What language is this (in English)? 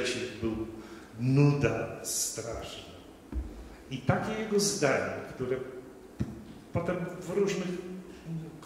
Polish